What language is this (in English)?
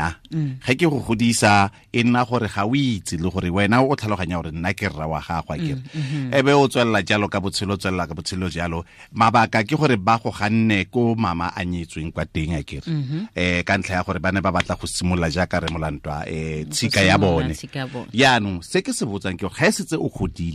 Tswana